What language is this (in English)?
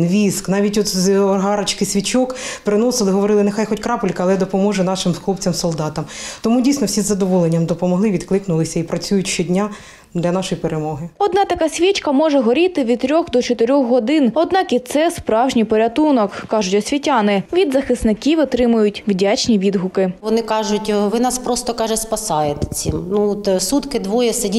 Ukrainian